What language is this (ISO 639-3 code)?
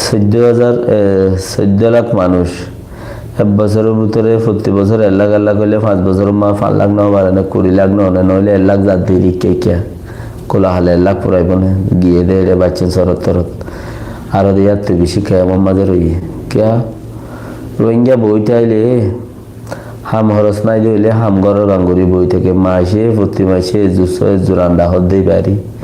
rhg